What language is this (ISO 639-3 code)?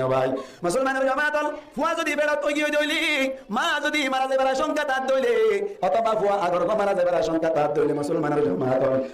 rhg